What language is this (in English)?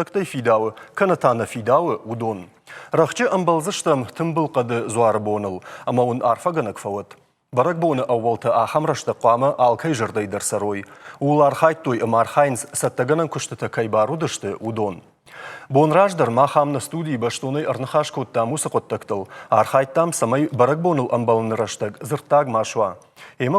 Ossetic